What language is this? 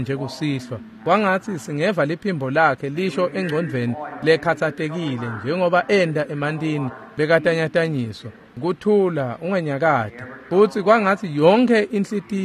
Swati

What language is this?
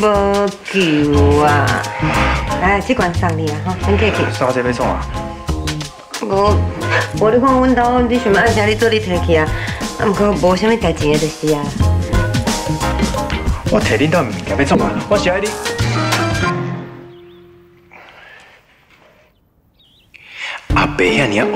Min Nan Chinese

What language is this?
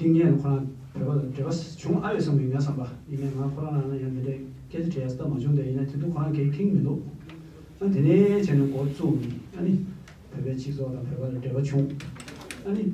Tibetan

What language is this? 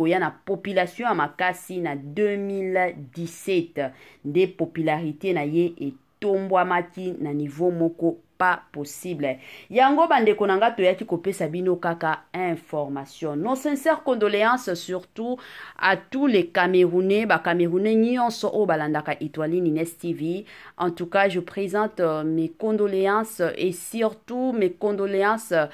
Lingala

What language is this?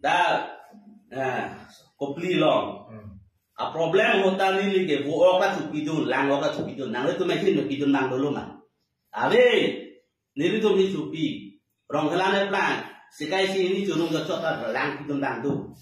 Karbi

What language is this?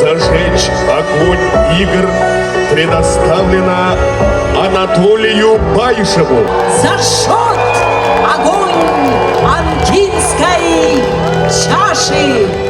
Yakut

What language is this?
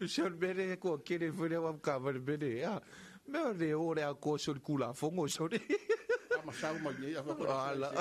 Samoan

